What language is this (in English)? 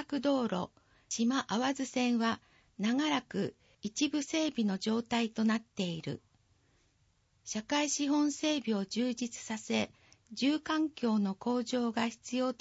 Japanese